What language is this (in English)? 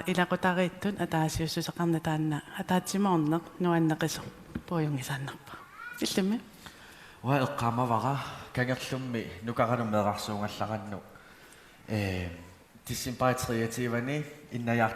Kalaallisut